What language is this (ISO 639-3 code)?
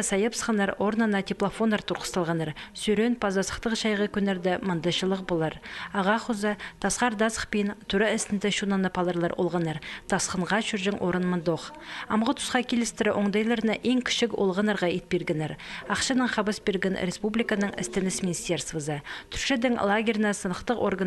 kjh